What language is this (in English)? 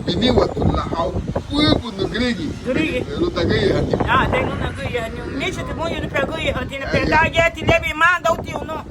Garifuna